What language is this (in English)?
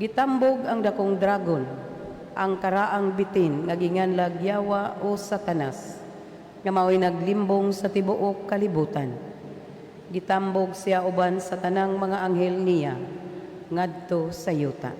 Cebuano